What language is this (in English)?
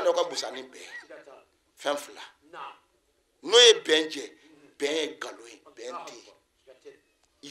Bambara